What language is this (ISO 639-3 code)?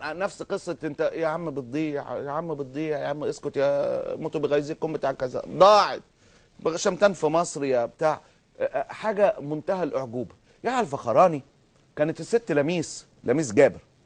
arz